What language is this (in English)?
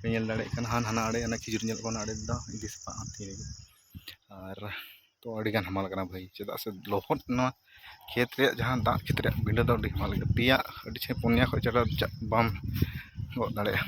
Santali